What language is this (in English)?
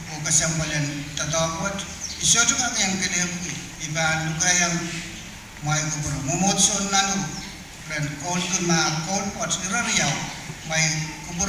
Pohnpeian